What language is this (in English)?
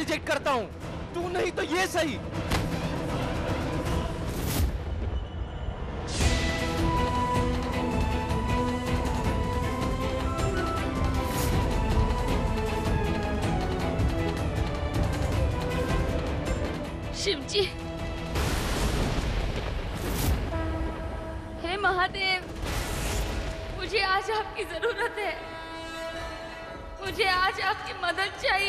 Hindi